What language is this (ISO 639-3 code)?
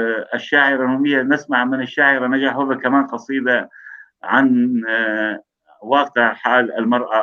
apc